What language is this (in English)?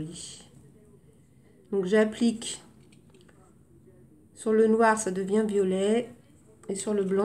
French